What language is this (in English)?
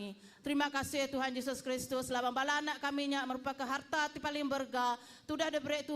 Iban